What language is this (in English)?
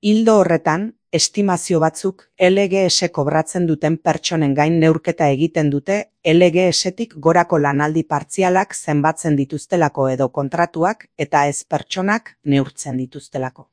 Basque